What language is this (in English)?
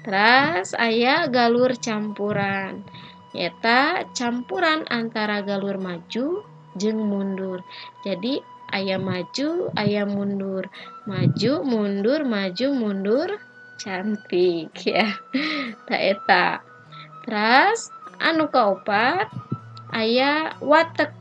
Sundanese